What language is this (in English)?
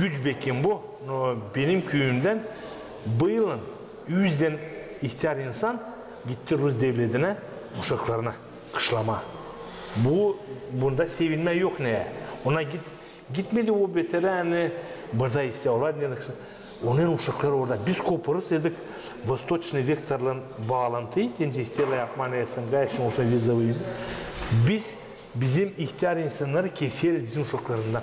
Gagauz